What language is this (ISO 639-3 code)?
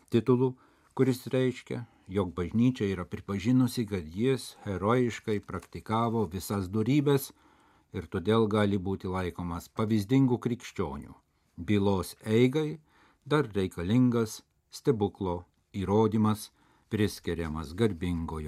lit